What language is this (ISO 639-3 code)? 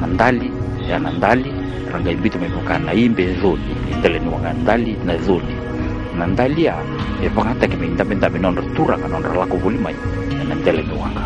fij